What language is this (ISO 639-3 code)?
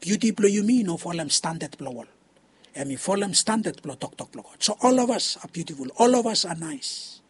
bis